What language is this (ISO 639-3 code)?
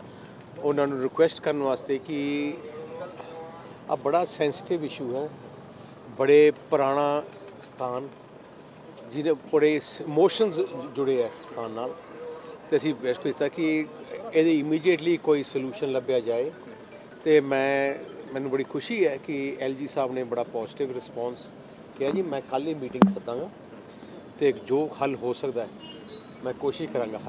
pan